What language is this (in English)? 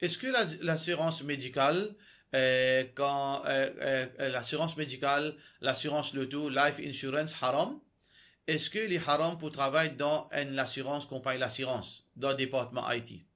Morisyen